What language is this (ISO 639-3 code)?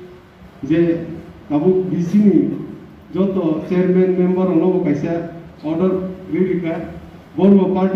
trp